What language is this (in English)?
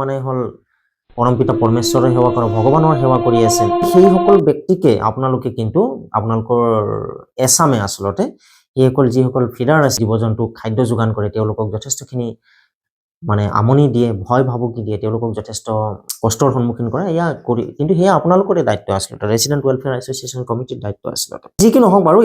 Assamese